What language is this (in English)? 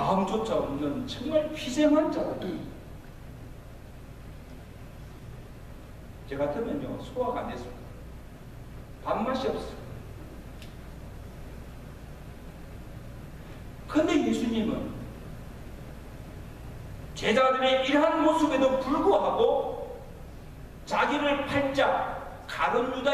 Korean